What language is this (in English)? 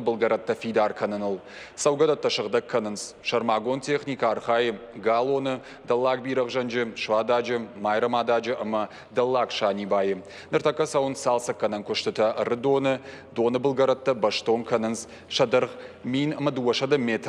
Ossetic